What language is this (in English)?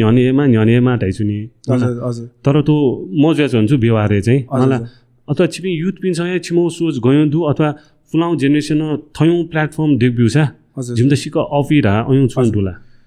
Newari